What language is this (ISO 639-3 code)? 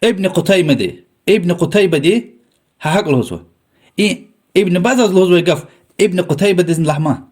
lez